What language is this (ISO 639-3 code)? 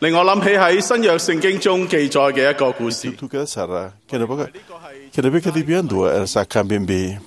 fij